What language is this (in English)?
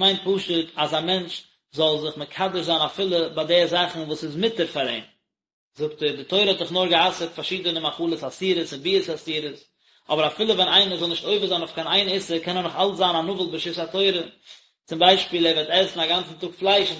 Yiddish